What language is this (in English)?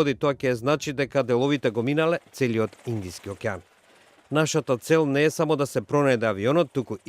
Macedonian